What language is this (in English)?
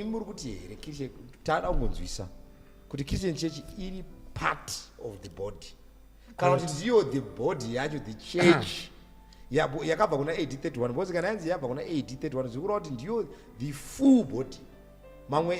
Shona